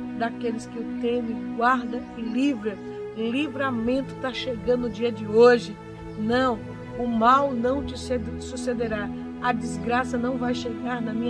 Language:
Portuguese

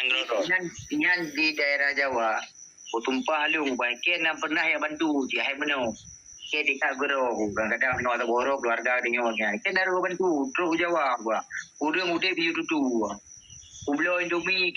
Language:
Achinese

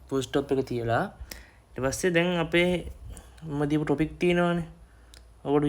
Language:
Sinhala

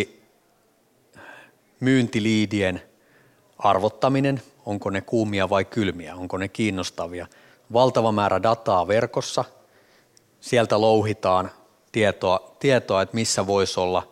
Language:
Finnish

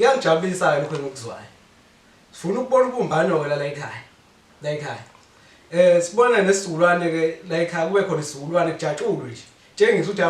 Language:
Zulu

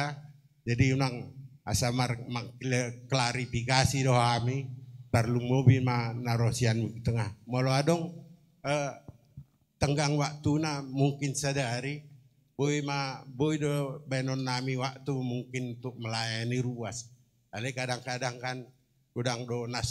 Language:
Batak Toba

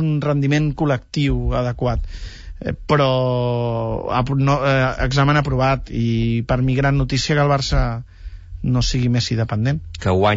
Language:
Catalan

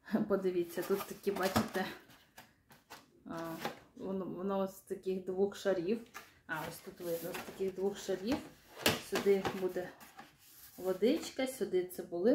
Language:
Ukrainian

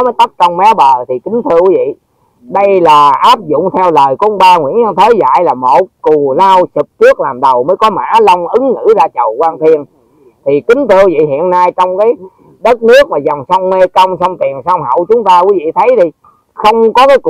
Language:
Vietnamese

